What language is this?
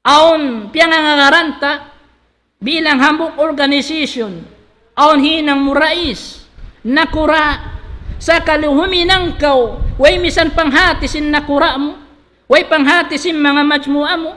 Tausug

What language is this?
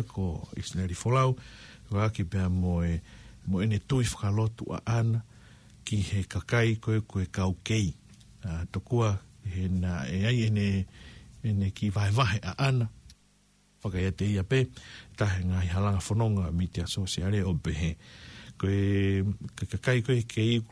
Tongan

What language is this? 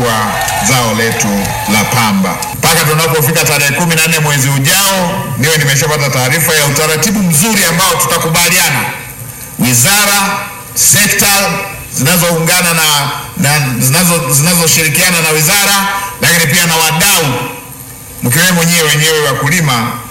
Swahili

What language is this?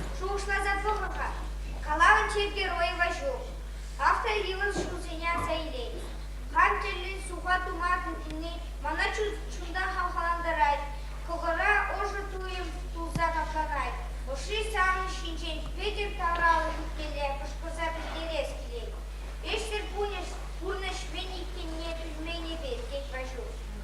Chuvash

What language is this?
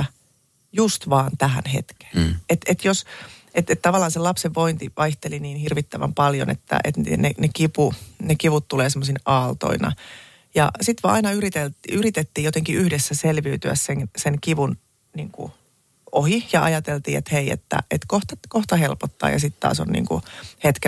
Finnish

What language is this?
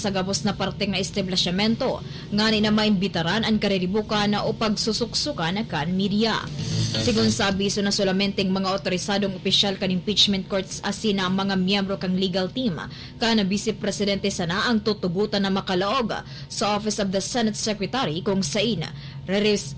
Bikol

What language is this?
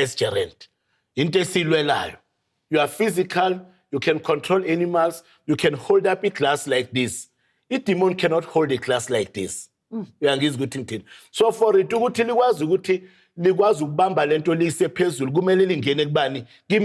Zulu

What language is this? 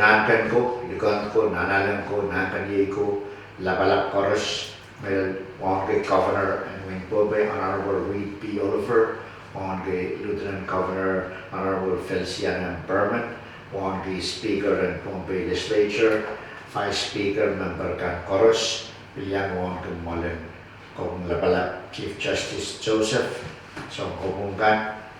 Pohnpeian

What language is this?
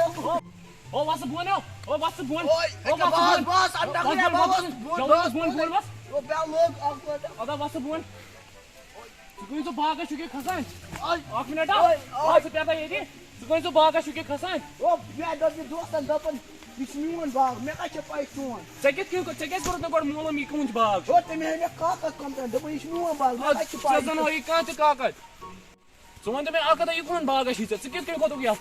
Kashmiri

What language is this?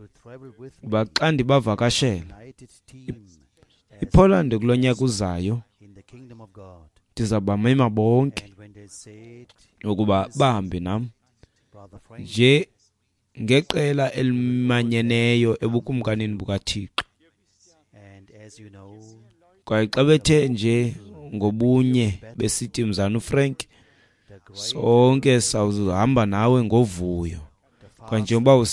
Xhosa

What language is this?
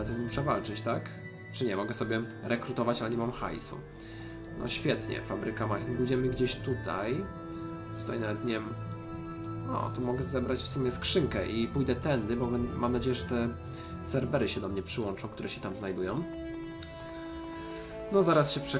Polish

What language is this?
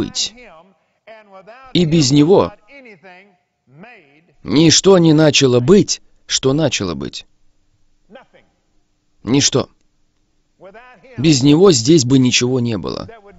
Russian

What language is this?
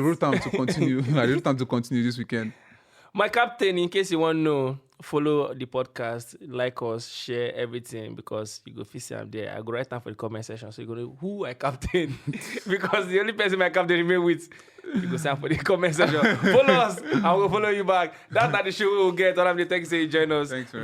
Nigerian Pidgin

